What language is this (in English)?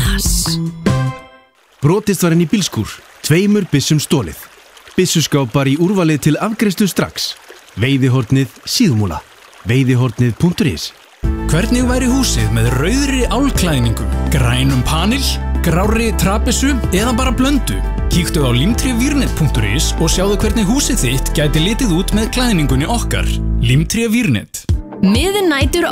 Icelandic